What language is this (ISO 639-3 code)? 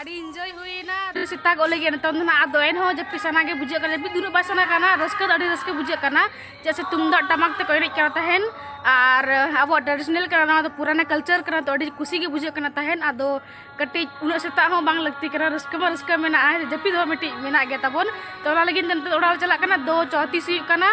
sat